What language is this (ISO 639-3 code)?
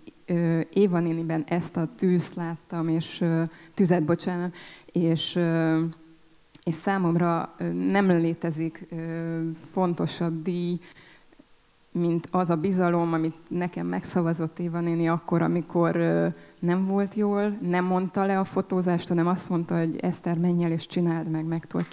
hun